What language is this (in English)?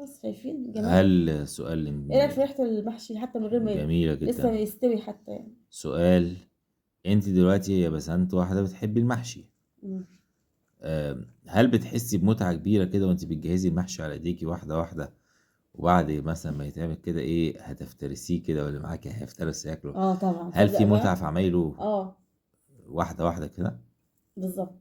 Egyptian Arabic